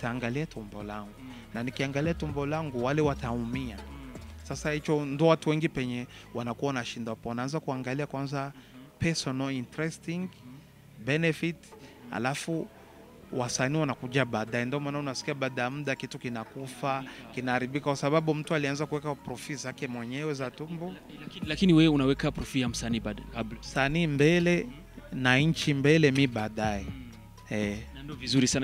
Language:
Swahili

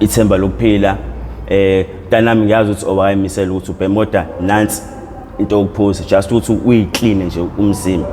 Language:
Zulu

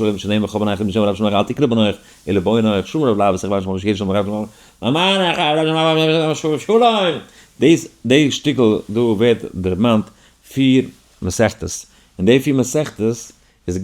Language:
Yiddish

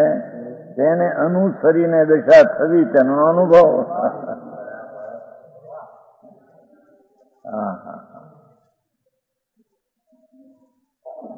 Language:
Gujarati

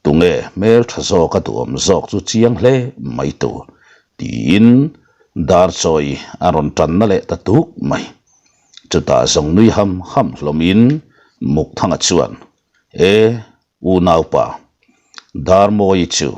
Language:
Mizo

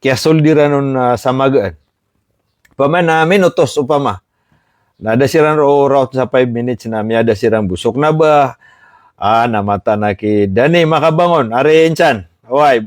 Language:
Maranao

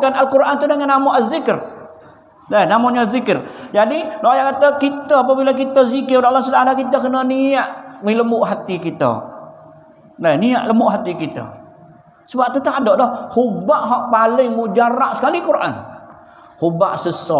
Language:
Malay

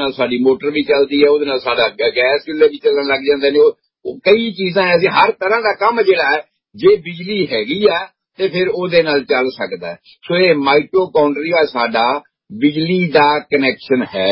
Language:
Punjabi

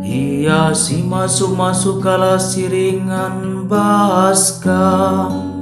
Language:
Batak Karo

